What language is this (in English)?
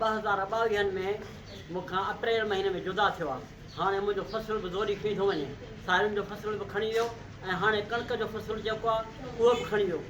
Sindhi